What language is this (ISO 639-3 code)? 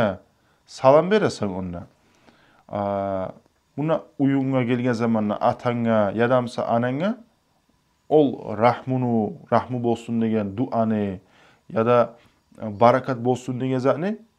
kum